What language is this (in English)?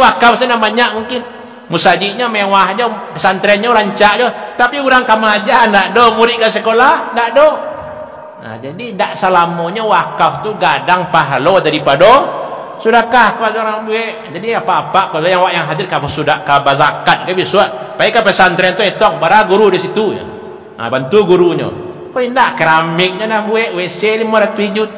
Minangkabau